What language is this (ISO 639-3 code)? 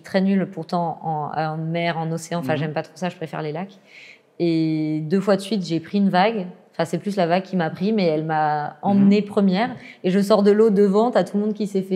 fra